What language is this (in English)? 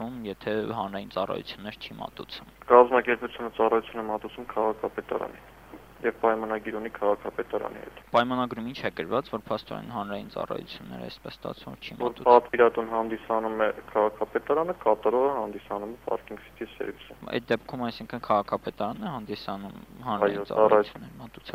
Armenian